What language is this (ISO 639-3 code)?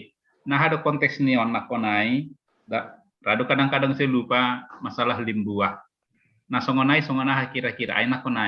bts